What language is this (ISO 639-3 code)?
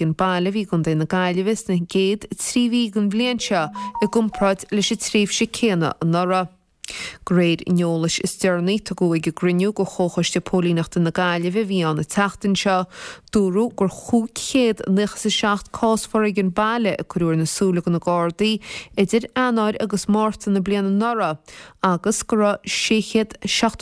gle